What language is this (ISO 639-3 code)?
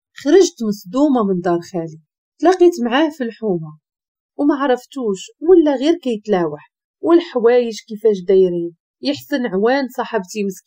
ary